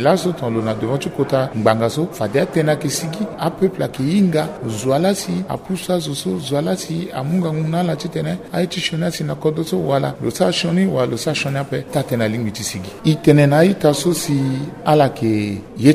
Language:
Sango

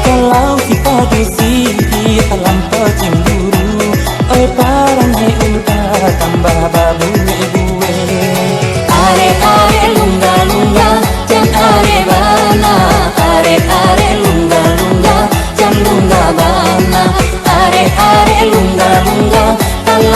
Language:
Minangkabau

